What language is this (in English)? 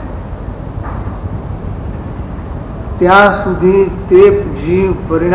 Gujarati